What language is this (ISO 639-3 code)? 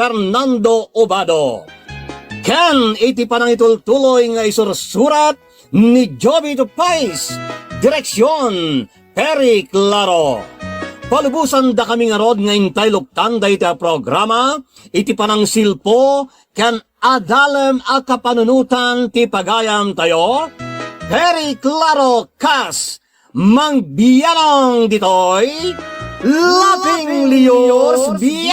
ilo